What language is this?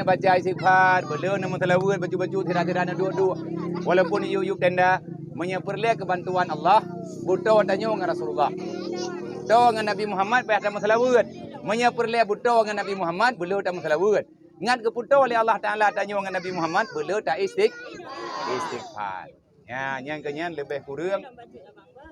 Achinese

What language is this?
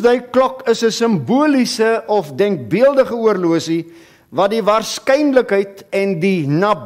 Afrikaans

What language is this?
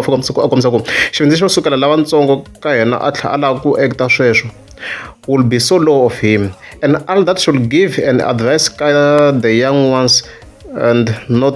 Tsonga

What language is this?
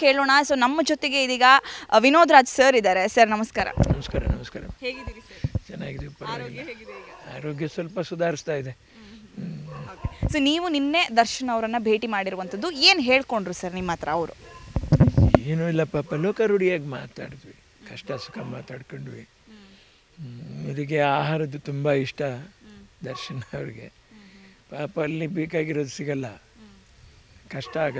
Kannada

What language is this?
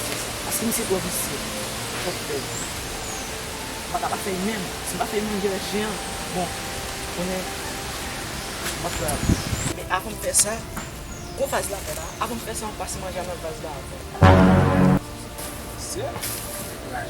Haitian Creole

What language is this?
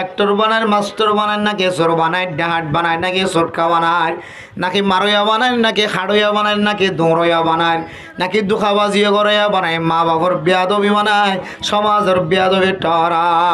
Rohingya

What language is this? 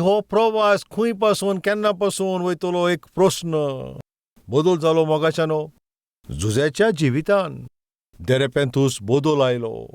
Konkani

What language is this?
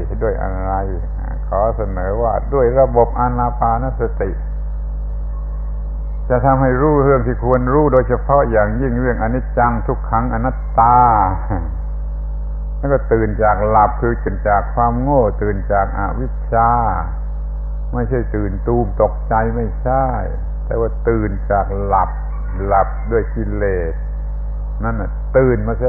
Thai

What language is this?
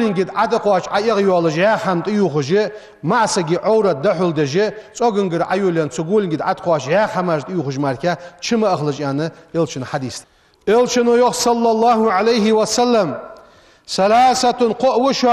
Ingush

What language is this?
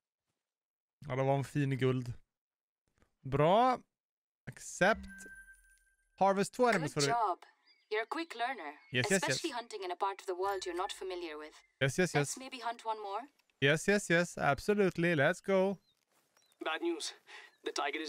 Swedish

